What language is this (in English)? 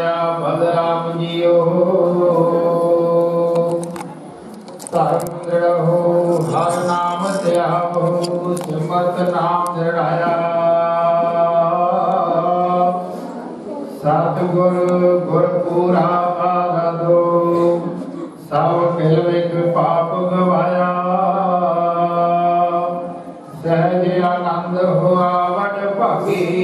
Punjabi